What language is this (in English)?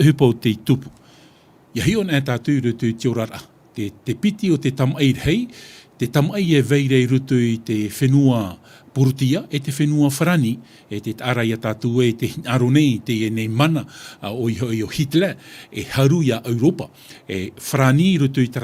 Tahitian